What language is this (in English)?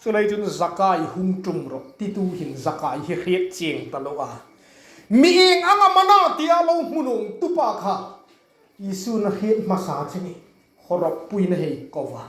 Hmar